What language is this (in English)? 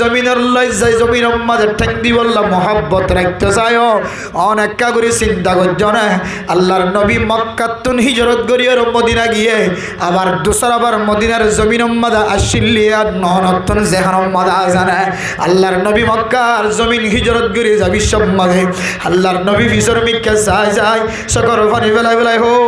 Rohingya